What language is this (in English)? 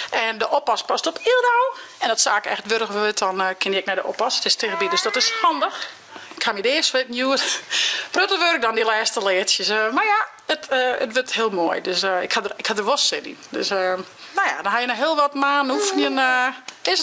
Western Frisian